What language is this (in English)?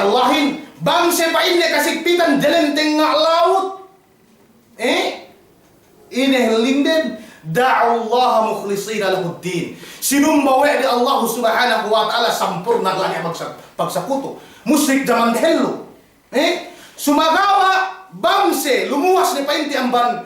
Yakan